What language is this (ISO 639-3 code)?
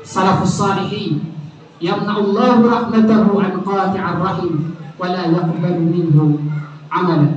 mrw